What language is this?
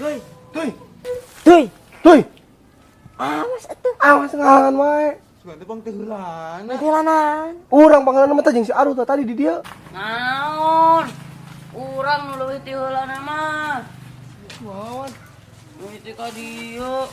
Sundanese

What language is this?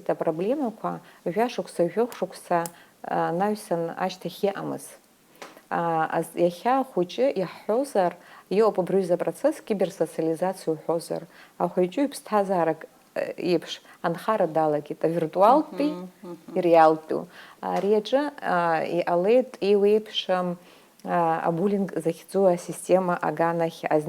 Abkhazian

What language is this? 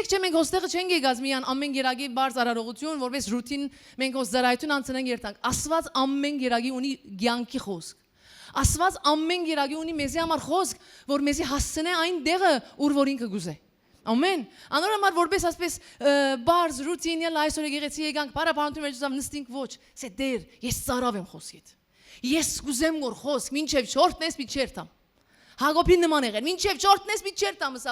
Western Armenian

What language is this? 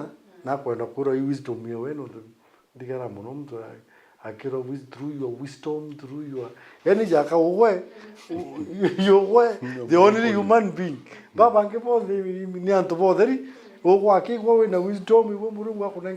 Meru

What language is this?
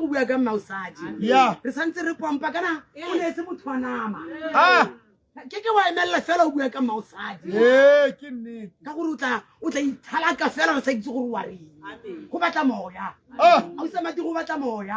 Tswana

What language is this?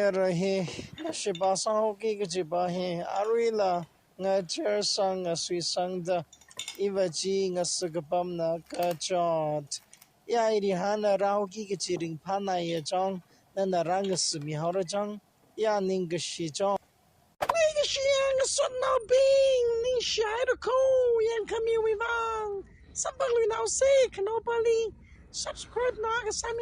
Tangkhul Naga (India)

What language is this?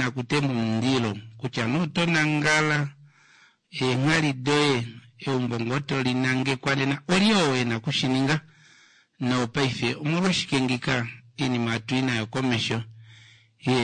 Kuanyama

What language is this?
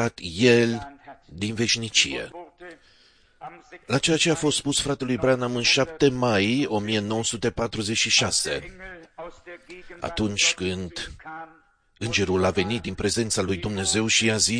Romanian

